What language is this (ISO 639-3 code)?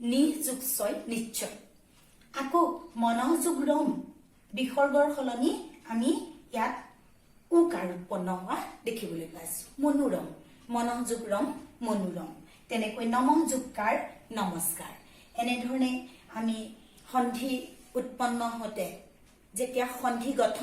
asm